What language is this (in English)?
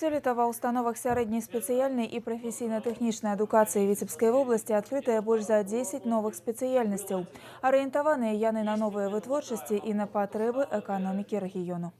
Belarusian